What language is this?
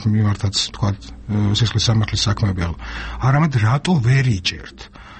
Georgian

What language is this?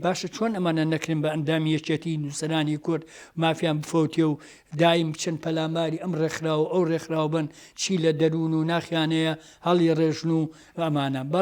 Central Kurdish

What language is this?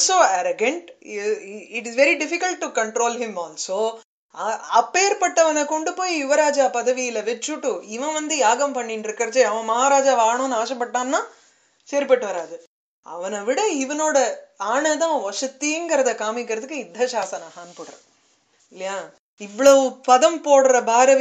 Tamil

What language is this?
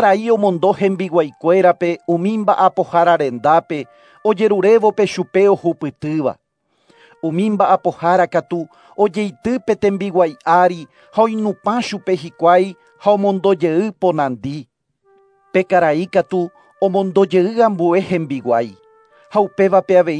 Guarani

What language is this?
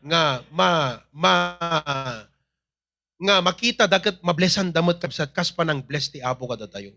Iloko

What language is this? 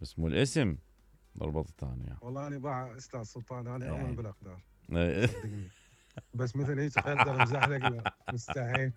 Mesopotamian Arabic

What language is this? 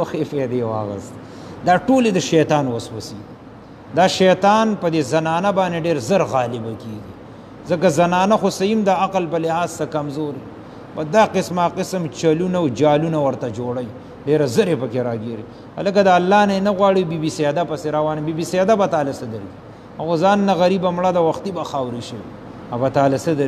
Pashto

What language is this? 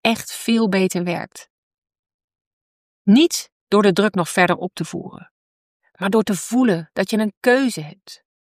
Dutch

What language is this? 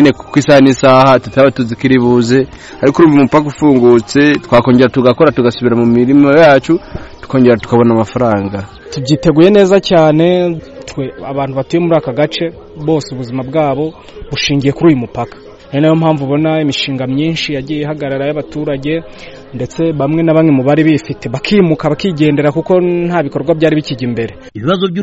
Kinyarwanda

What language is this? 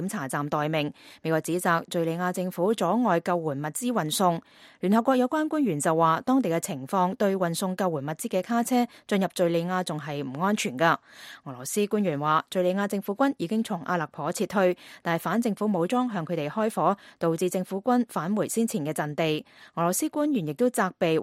Cantonese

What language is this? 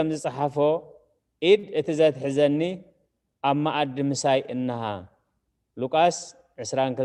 Tigrinya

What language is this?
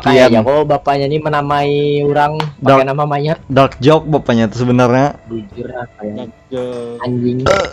Banjar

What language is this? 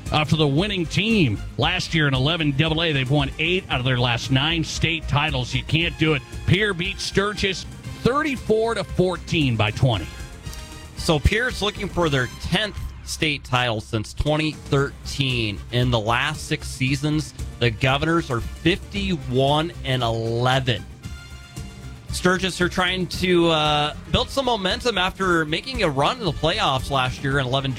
English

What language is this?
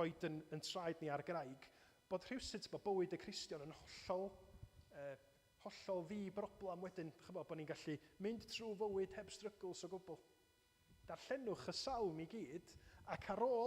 Welsh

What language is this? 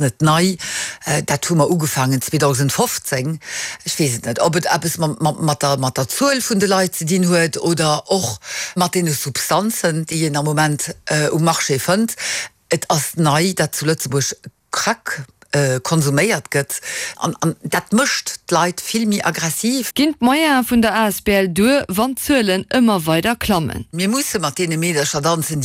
Luxembourgish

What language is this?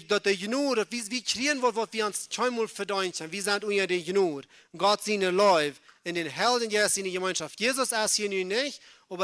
Plautdietsch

